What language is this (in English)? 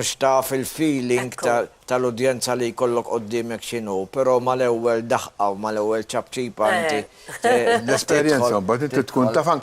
Maltese